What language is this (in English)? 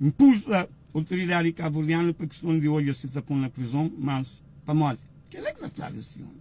Kabuverdianu